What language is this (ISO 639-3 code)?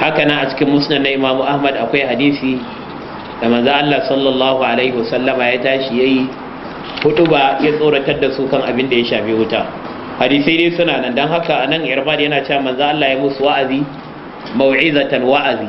hau